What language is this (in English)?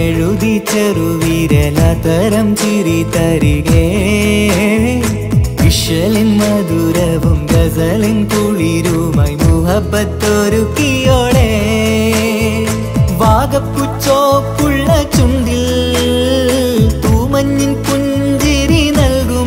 Malayalam